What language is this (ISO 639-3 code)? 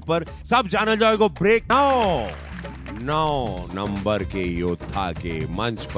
bho